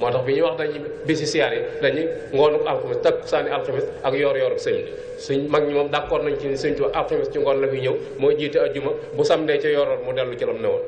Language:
Wolof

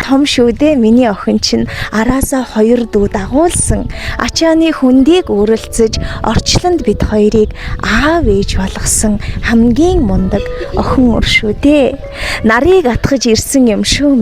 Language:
Mongolian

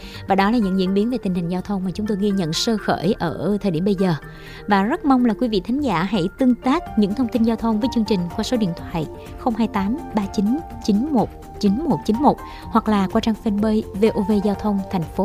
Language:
Vietnamese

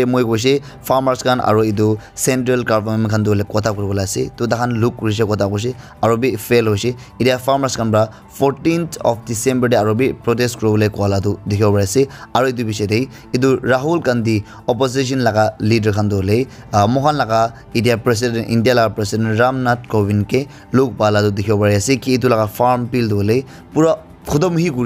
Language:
Naga Pidgin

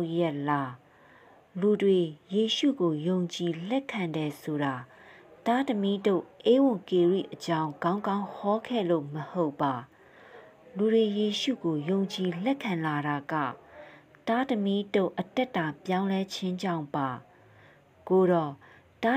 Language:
Burmese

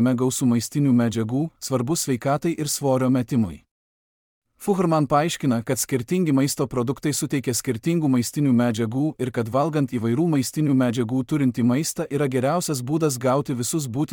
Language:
Lithuanian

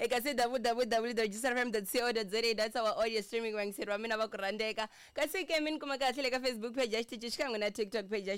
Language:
Tsonga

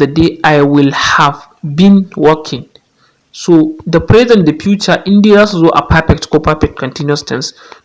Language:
Hausa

